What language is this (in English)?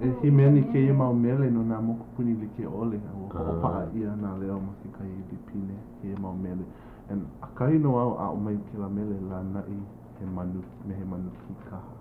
Hawaiian